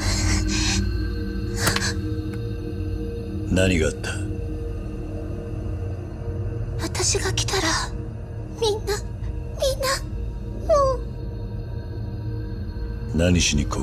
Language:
Japanese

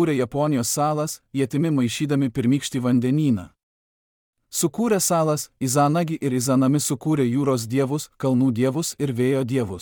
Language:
Lithuanian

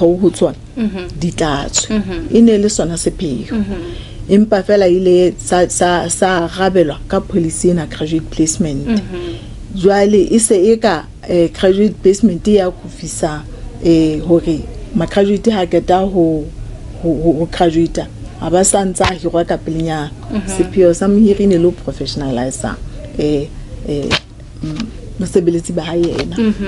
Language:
Southern Sotho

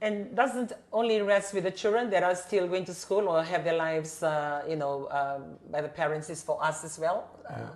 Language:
Fijian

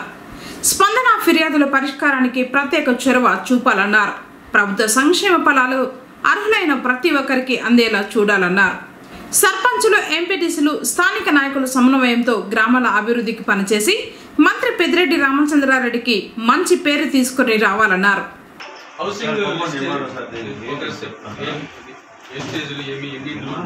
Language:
Telugu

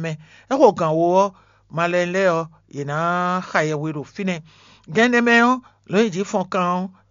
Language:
Fon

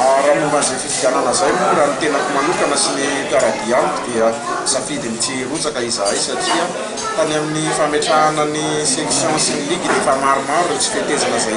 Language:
Malagasy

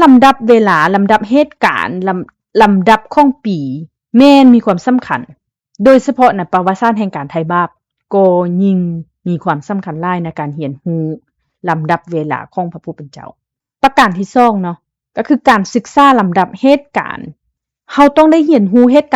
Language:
Lao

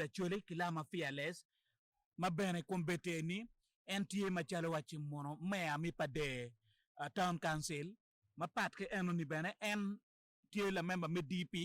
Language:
Acoli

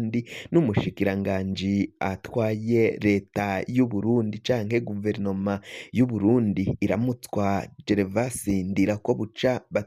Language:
Rundi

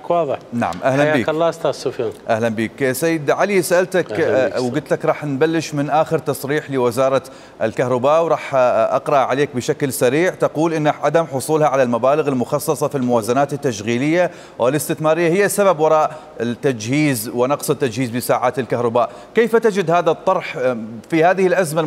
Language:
Mesopotamian Arabic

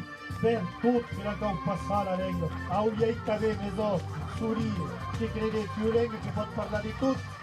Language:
Occitan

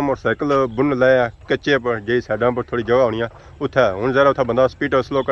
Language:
Pahari-Potwari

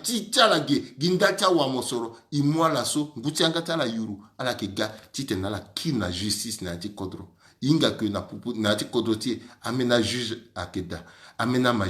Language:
Sango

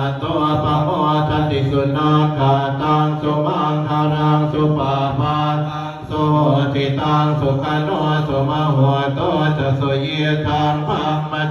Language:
Pali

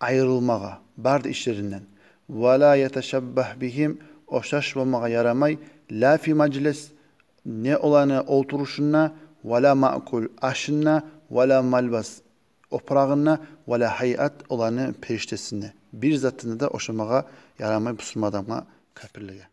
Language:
Kumyk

